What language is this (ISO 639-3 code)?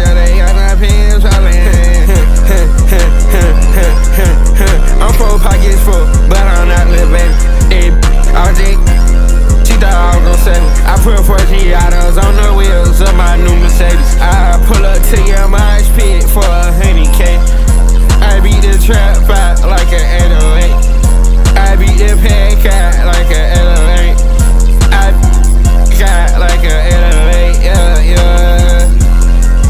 eng